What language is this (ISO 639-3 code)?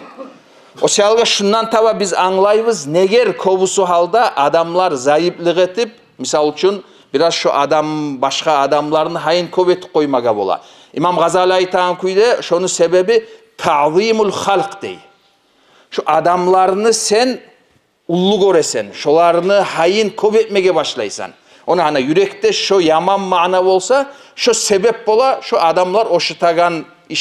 kum